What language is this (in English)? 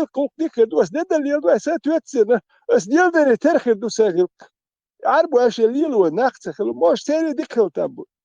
Chechen